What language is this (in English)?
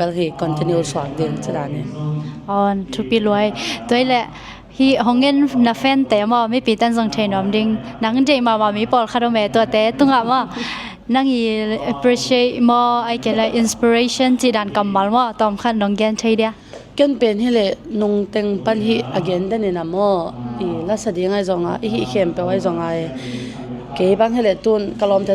Tedim Chin